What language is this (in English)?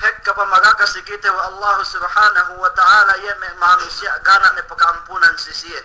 Yakan